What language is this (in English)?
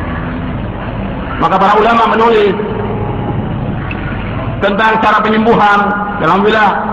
Indonesian